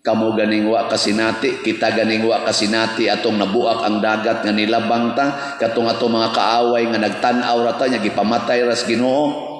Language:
Cebuano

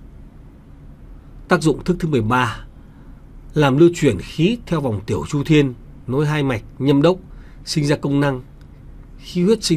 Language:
Vietnamese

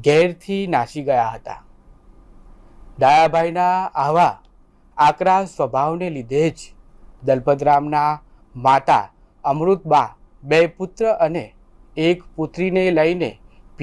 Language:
Gujarati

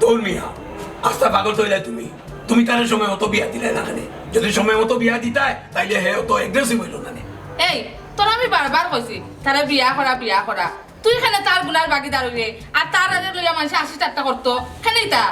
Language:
Sylheti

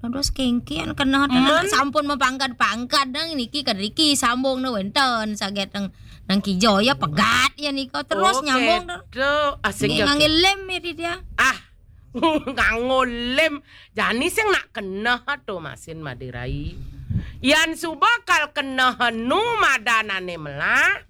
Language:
Balinese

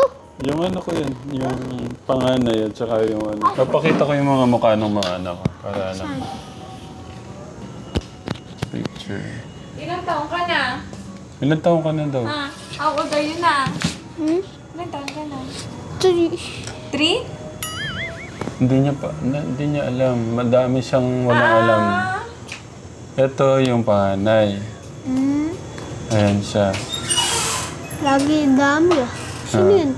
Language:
Filipino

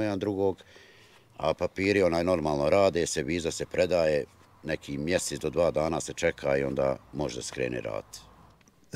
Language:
Bosnian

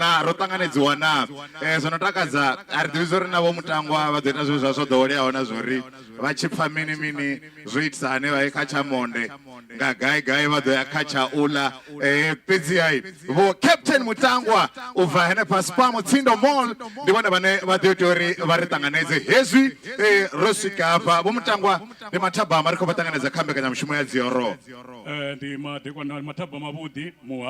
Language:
Venda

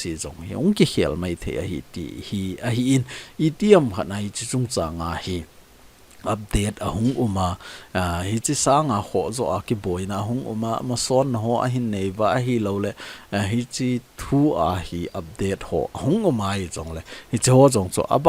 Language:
Thado Chin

